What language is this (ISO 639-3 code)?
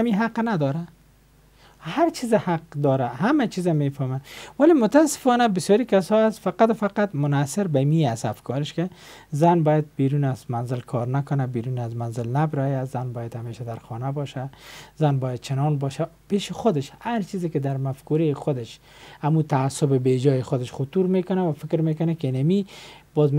fas